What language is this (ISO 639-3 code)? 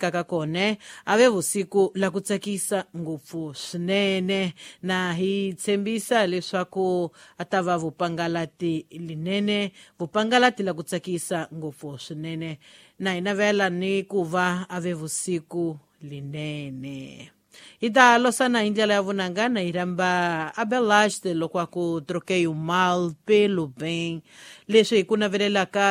tso